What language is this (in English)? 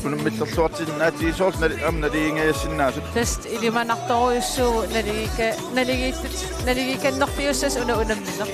Kalaallisut